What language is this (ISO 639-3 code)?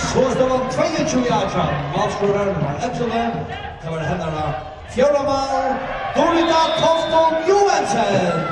fao